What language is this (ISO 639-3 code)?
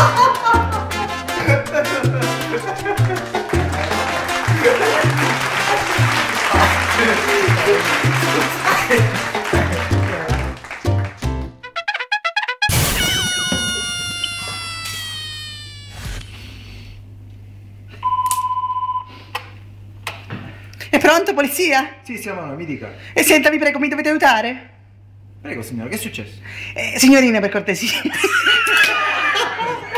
ita